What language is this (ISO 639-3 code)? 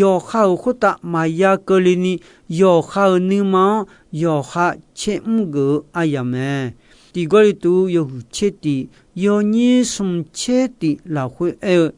ahk